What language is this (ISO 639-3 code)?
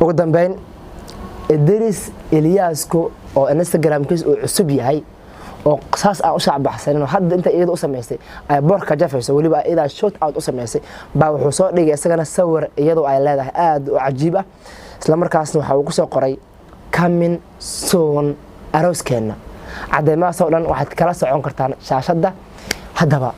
som